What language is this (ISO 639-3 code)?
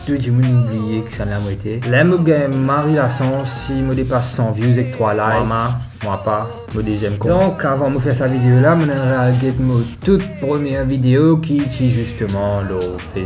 mfe